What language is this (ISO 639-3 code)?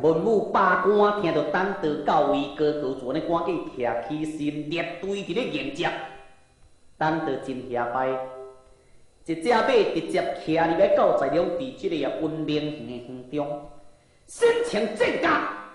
nan